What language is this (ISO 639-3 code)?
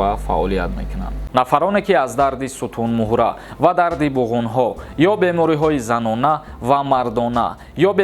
tgk